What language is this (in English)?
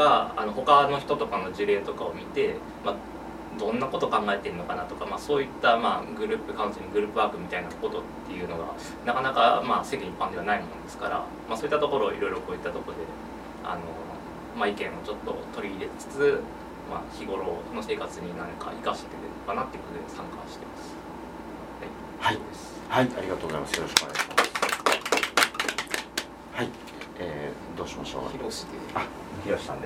Japanese